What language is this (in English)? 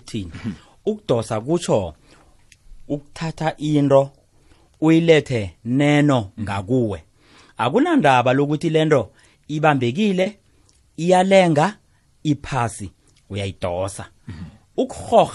South Ndebele